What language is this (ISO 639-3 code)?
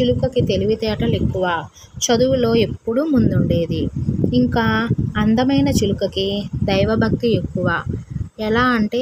tel